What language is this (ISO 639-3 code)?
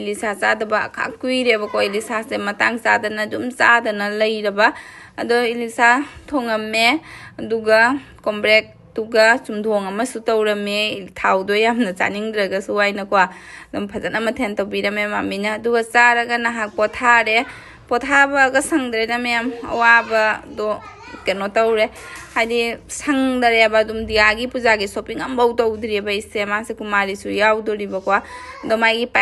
mni